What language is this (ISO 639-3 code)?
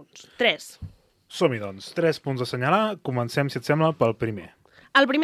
cat